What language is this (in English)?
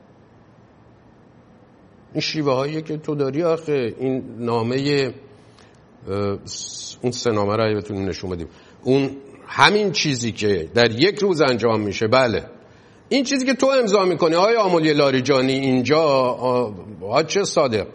Persian